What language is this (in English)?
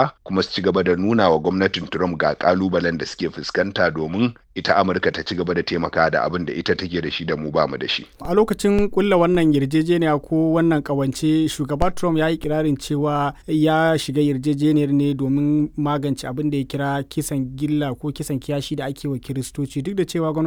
Hausa